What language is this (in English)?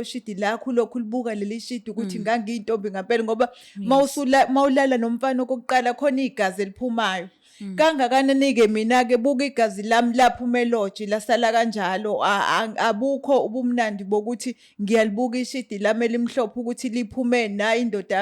Zulu